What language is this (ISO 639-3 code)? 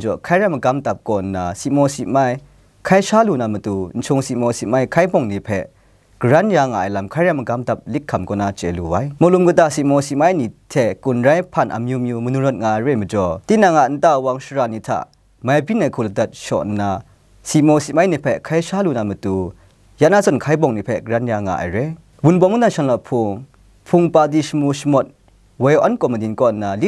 kac